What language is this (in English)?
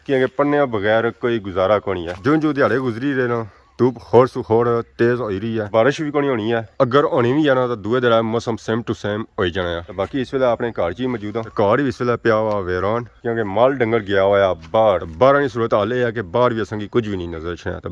Pahari-Potwari